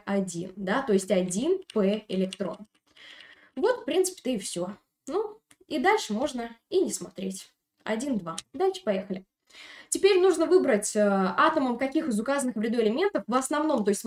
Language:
Russian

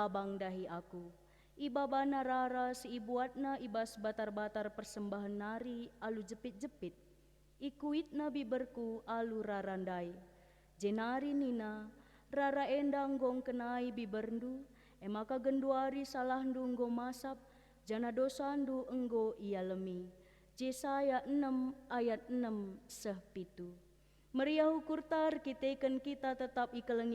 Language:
Batak Karo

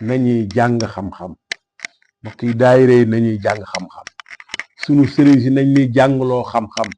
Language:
Wolof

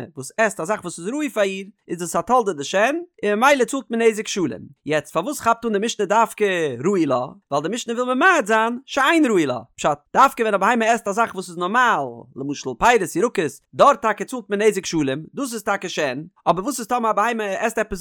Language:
Yiddish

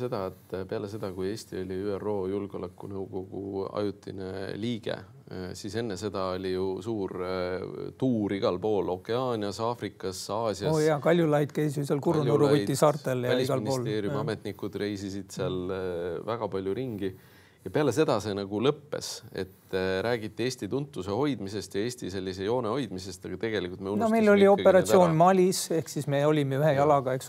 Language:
Estonian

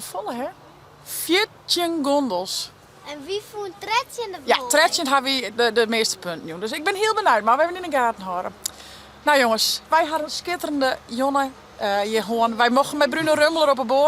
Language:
Western Frisian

